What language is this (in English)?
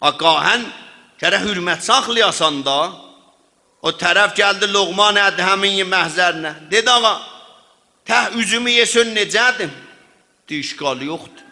South Azerbaijani